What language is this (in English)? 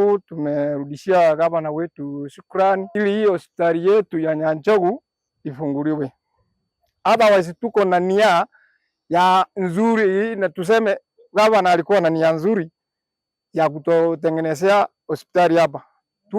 Gusii